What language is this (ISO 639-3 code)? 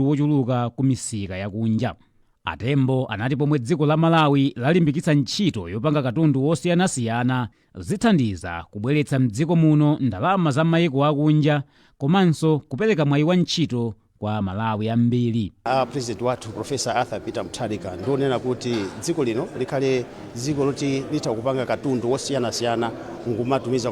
nya